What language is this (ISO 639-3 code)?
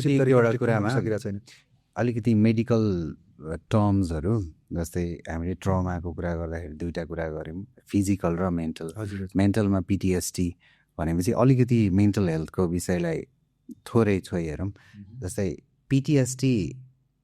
nep